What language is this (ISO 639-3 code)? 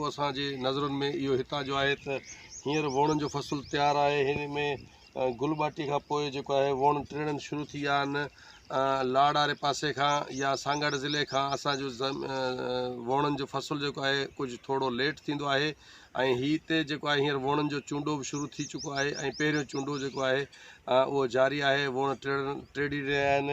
snd